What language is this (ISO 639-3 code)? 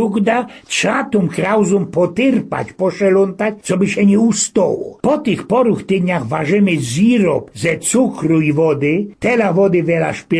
szl